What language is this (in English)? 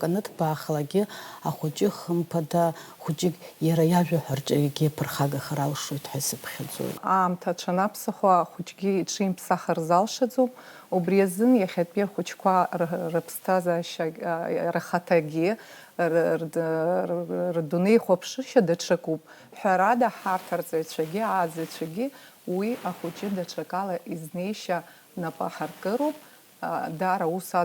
Abkhazian